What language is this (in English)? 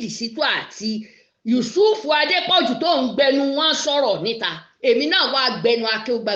Yoruba